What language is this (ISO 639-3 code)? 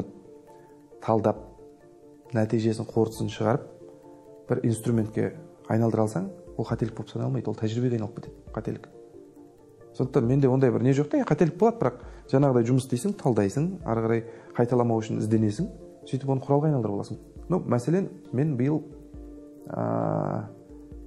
kaz